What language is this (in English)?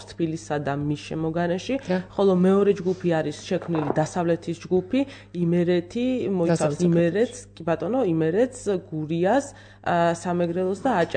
Georgian